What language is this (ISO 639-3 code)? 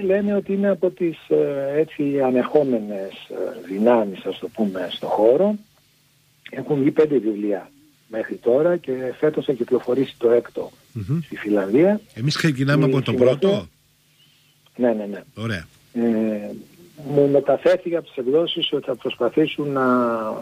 ell